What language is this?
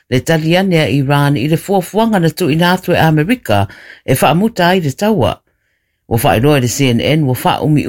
Samoan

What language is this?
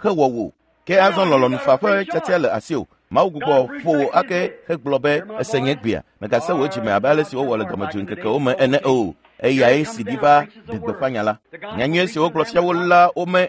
Ewe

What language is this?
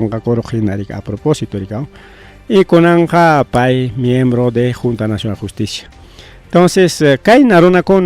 Ayacucho Quechua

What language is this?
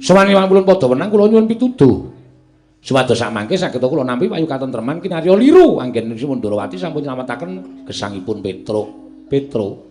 Javanese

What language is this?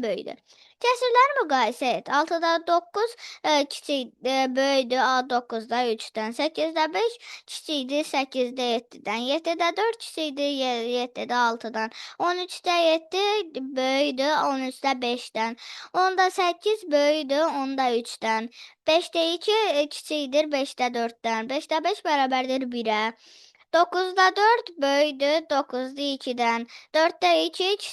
Azerbaijani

